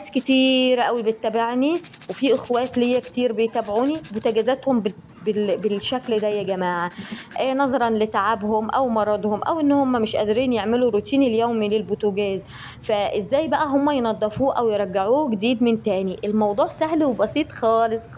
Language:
Egyptian Arabic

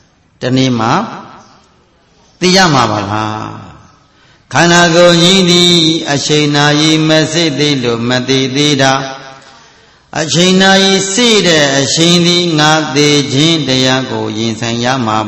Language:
Burmese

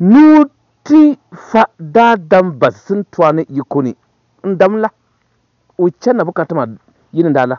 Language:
Dagbani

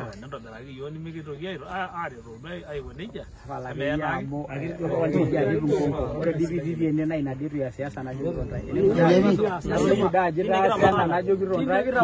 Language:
Masai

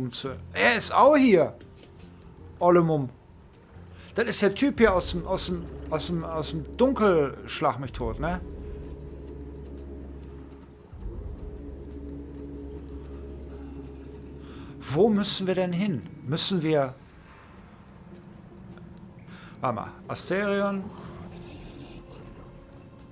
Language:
German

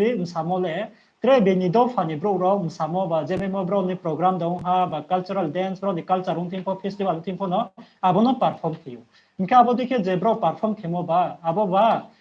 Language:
Riang (India)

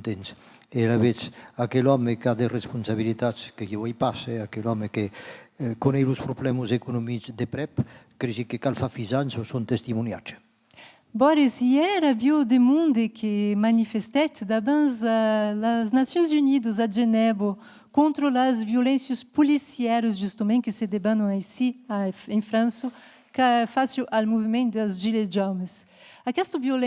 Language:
Occitan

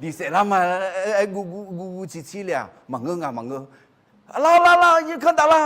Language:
Akha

